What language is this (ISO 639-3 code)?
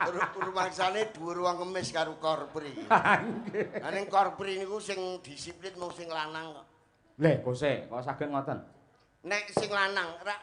jav